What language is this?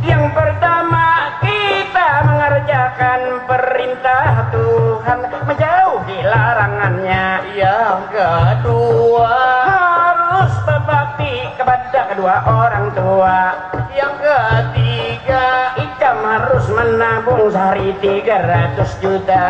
Banjar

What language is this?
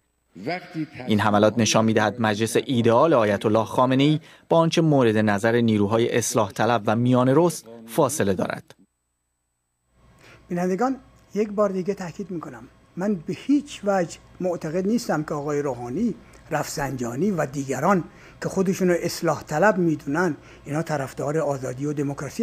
Persian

